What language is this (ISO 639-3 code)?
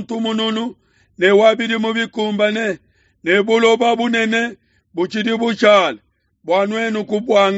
lua